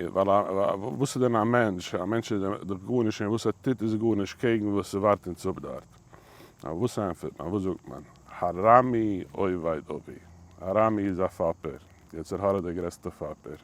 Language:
Yiddish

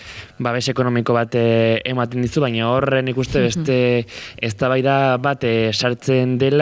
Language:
Basque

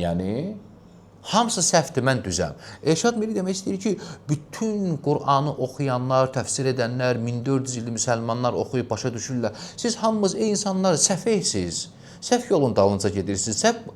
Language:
Azerbaijani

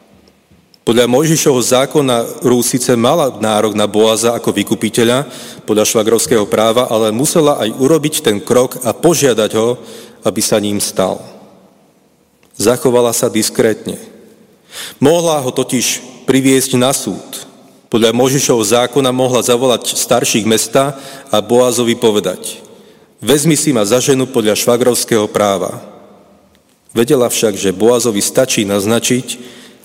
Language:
Slovak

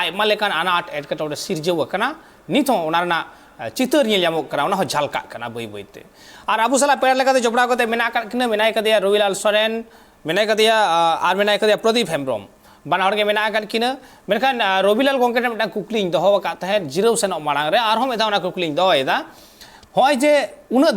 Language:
Santali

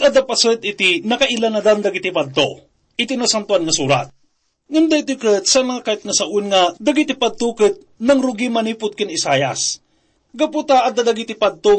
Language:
Iloko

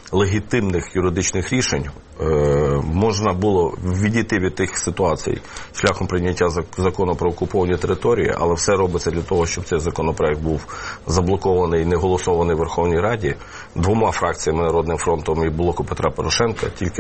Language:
Ukrainian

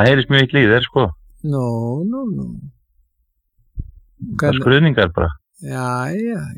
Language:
Icelandic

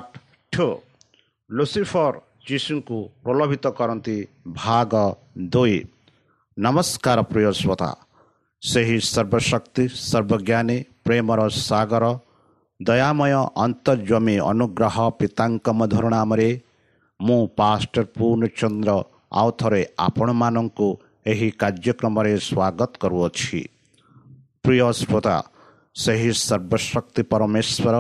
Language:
Odia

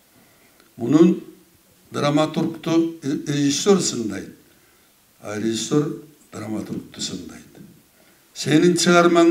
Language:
Kyrgyz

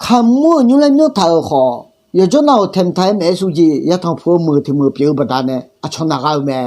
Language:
Akha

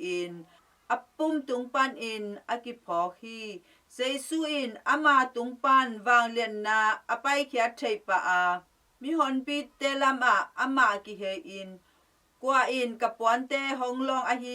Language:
Tedim Chin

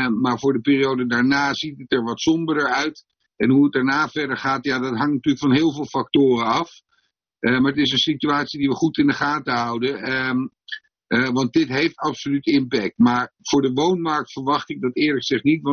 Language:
Dutch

